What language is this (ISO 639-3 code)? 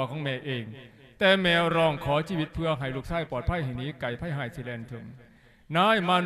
lao